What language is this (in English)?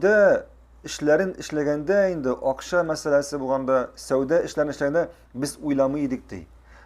Tatar